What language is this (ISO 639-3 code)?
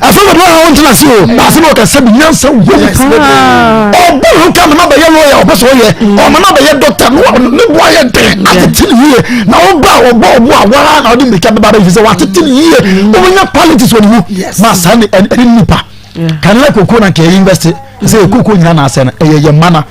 aka